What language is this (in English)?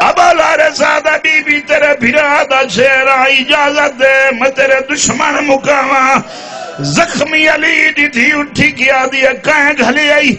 Saraiki